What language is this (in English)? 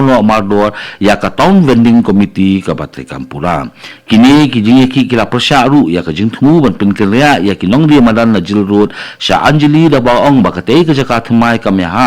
Khasi